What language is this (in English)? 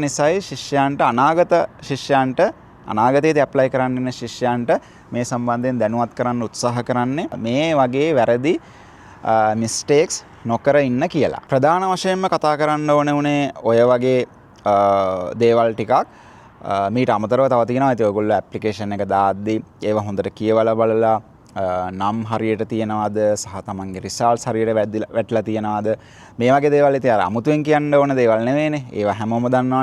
Sinhala